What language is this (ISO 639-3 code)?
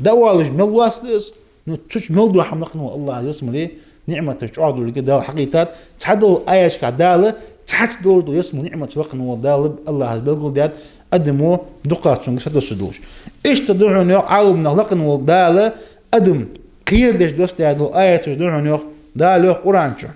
inh